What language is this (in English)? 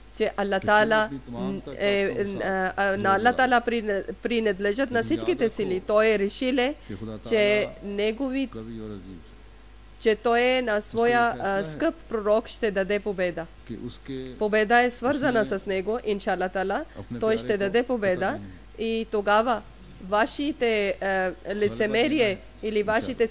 Bulgarian